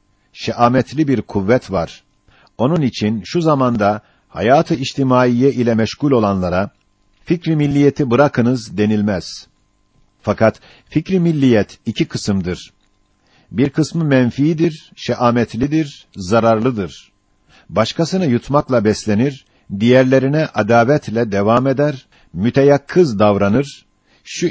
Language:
Turkish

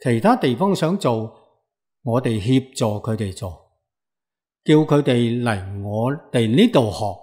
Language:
Cantonese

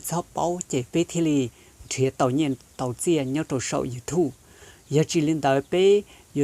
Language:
Hmong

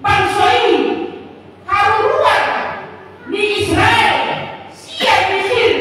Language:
Batak Toba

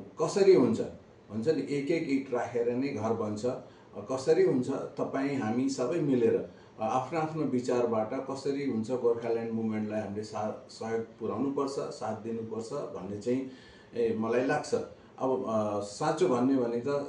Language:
Nepali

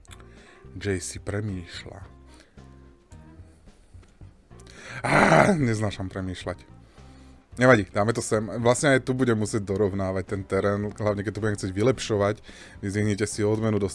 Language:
Slovak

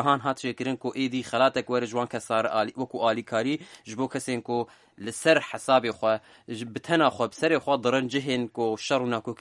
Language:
Kurdish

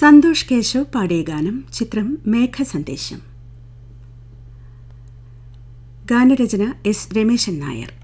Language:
Malayalam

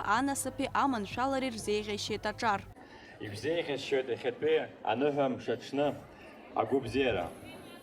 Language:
Abkhazian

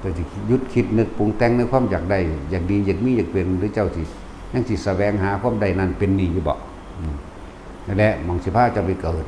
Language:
Lao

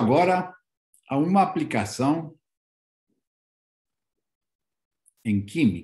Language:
Portuguese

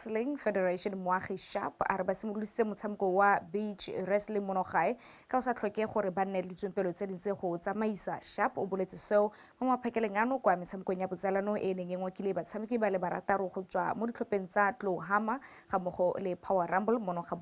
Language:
Tswana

